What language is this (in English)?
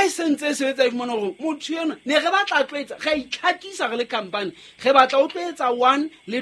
Southern Sotho